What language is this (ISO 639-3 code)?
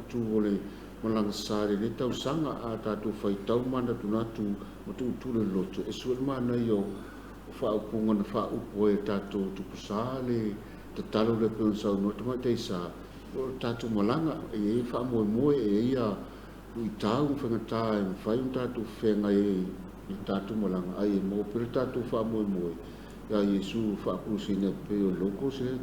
smo